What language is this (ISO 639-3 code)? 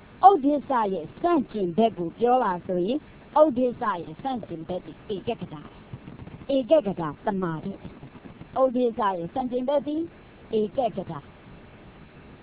mya